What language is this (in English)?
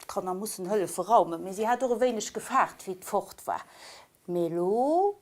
Luxembourgish